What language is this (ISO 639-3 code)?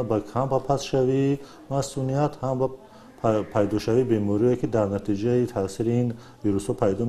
tgk